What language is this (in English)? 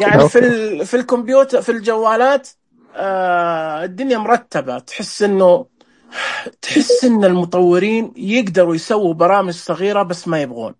Najdi Arabic